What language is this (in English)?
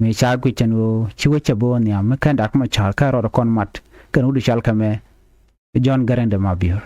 Nuer